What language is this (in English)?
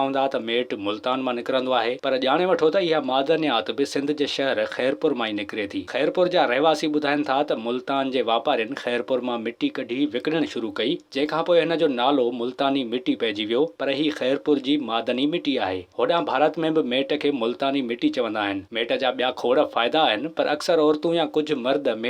Sindhi